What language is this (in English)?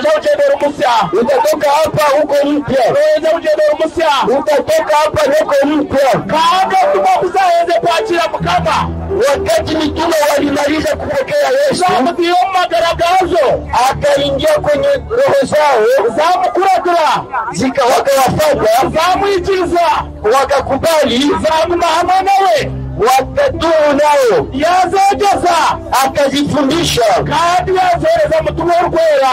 Swahili